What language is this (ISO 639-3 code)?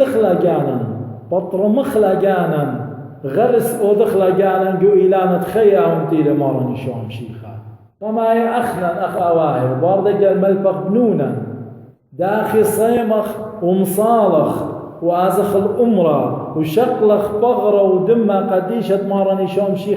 aii